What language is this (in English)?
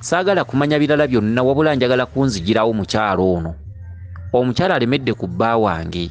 Ganda